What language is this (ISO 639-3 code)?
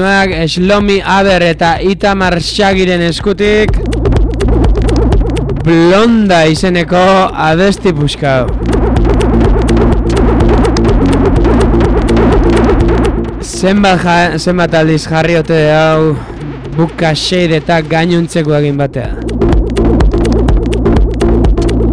eus